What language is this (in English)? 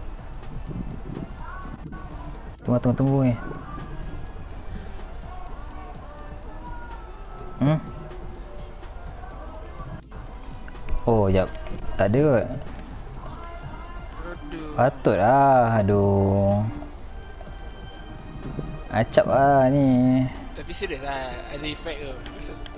Malay